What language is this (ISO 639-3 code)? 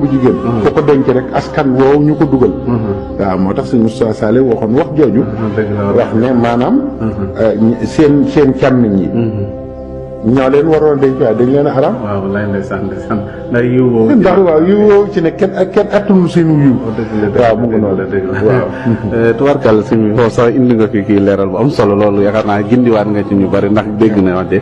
wol